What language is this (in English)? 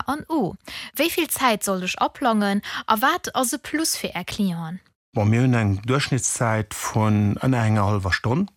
Luxembourgish